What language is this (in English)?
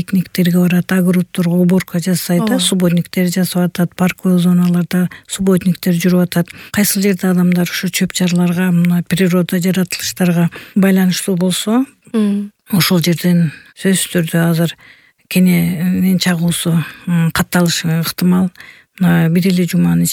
Kyrgyz